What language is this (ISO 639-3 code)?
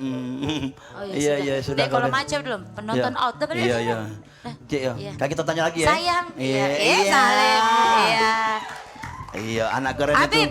mui